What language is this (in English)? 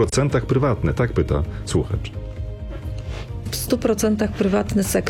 Polish